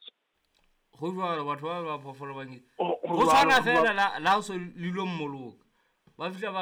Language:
Southern Sotho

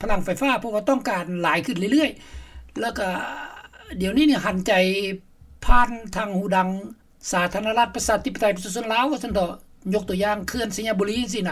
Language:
Lao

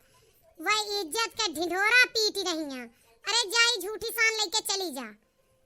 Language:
Awadhi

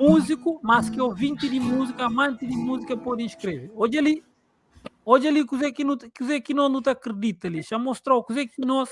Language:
Kabuverdianu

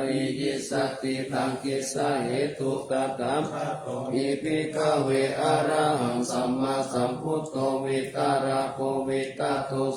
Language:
Pali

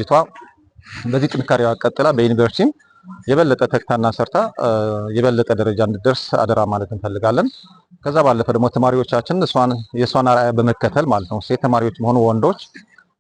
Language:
Amharic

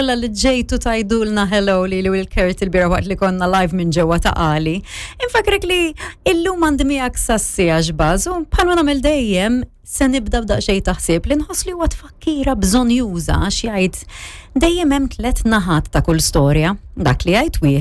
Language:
Maltese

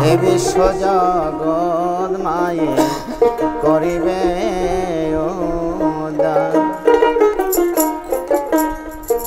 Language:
Bangla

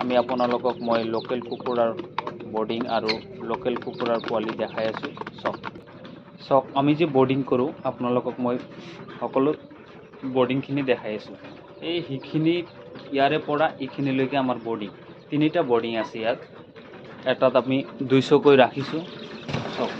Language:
Assamese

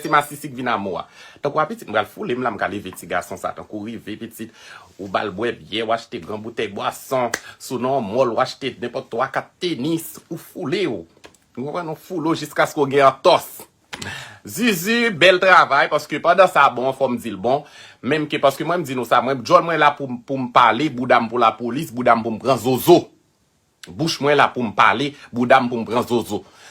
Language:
Haitian Creole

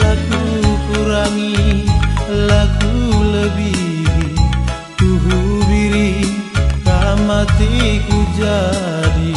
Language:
Batak Karo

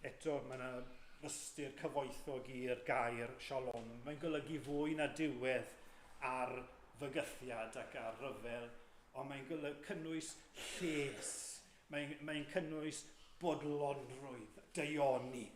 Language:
Welsh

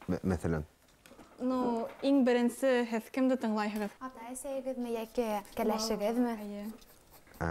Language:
Bashkir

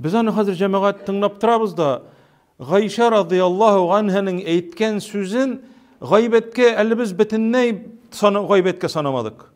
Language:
Tatar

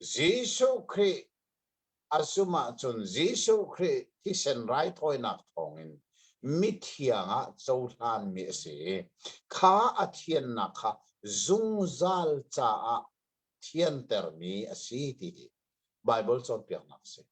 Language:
Hakha Chin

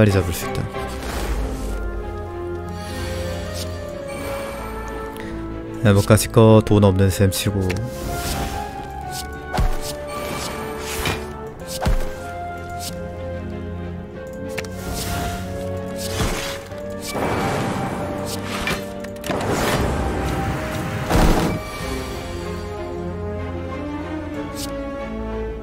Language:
Korean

